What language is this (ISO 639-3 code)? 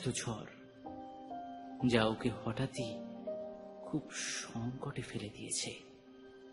ben